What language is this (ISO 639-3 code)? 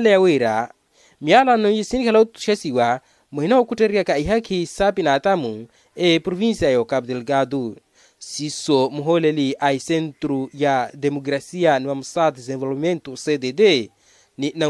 vmw